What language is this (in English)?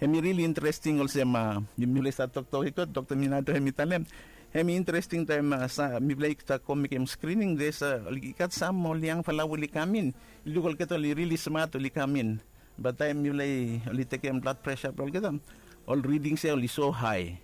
Bislama